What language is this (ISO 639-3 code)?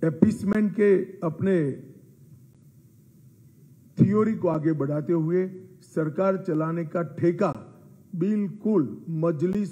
hin